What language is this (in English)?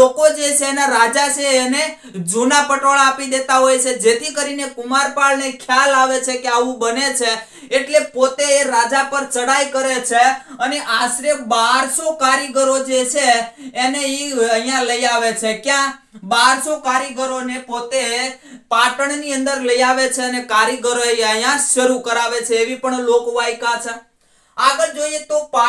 Gujarati